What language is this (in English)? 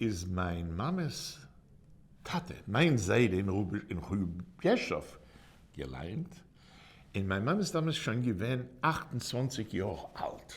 Yiddish